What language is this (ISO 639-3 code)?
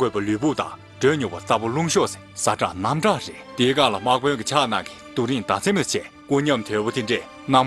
bod